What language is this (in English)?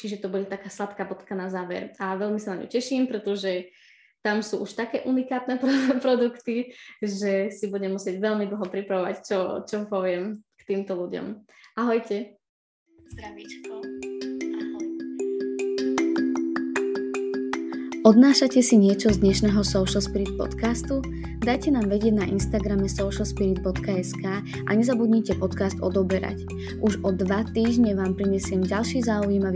Slovak